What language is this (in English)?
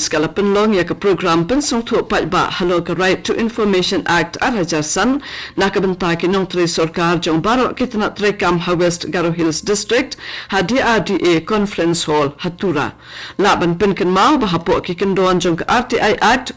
Khasi